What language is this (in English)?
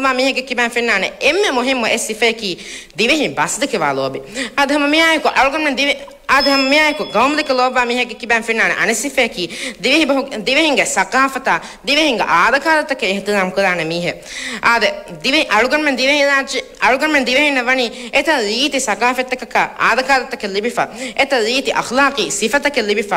Divehi